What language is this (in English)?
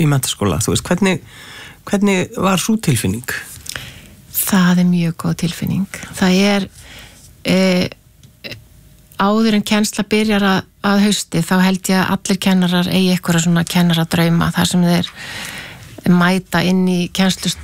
Icelandic